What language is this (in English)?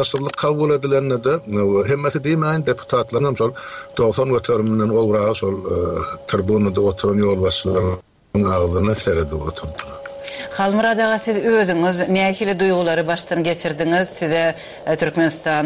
Turkmen